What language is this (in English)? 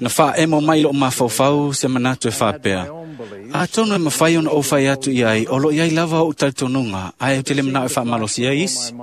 Samoan